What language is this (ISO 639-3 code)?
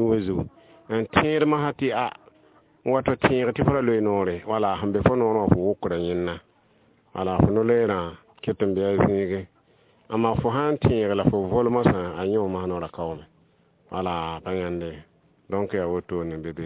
mos